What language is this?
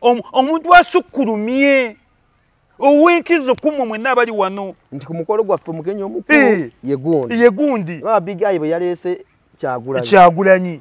Ganda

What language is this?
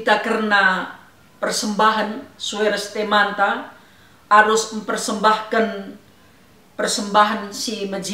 Batak Karo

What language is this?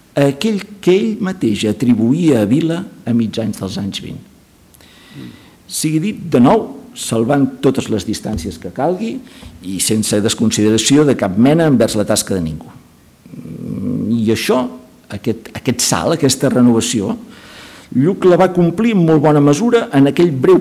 Catalan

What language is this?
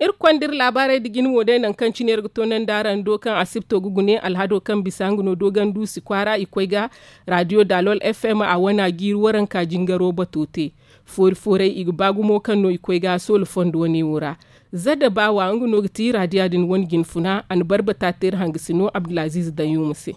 Zarma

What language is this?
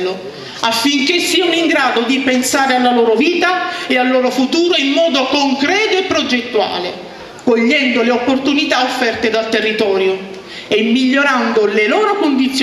Italian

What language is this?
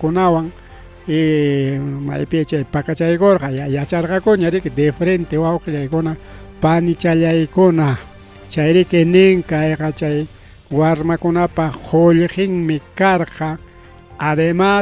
Ayacucho Quechua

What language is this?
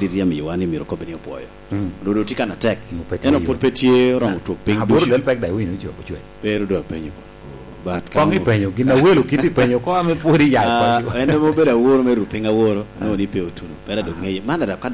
Lango (Uganda)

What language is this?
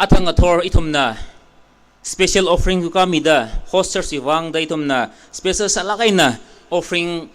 Tangkhul Naga (India)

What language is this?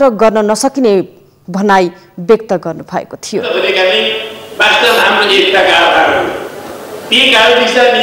Nepali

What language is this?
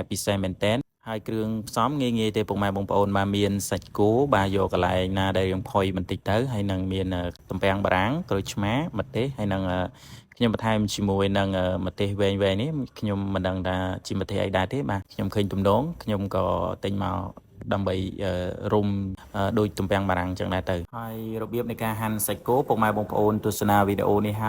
Khmer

